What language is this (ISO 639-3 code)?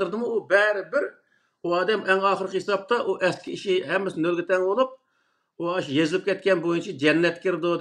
uig